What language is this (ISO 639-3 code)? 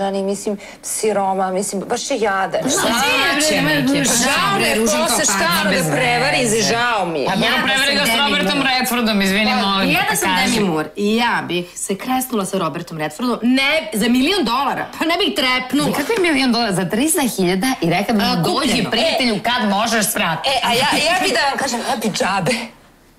srp